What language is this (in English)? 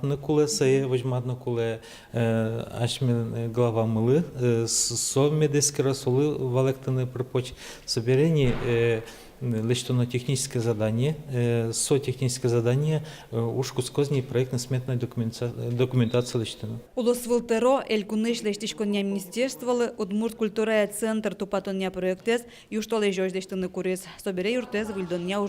Udmurt